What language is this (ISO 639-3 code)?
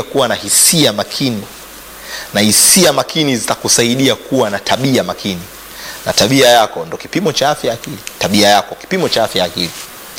swa